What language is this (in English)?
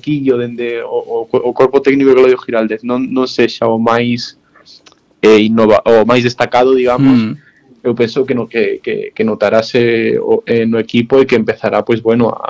Galician